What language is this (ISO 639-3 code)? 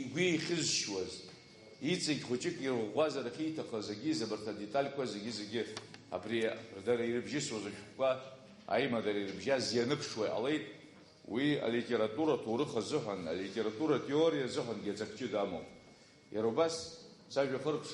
abk